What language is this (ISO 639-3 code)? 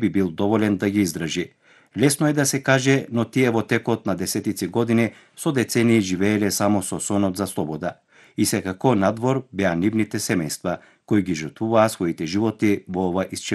mkd